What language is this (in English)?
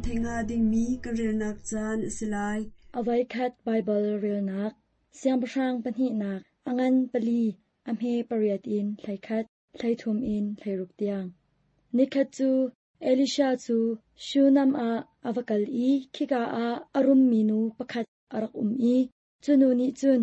Hakha Chin